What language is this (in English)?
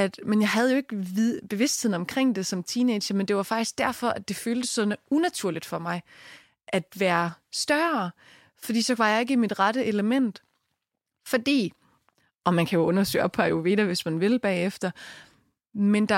Danish